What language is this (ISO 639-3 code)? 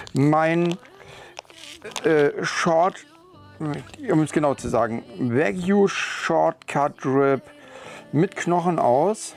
deu